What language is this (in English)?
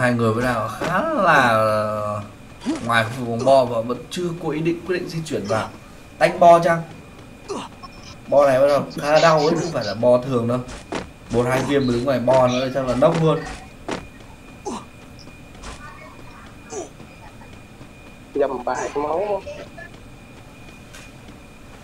Vietnamese